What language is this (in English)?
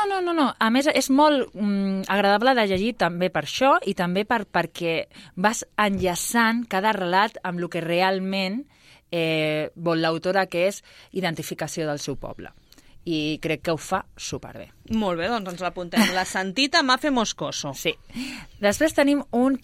Catalan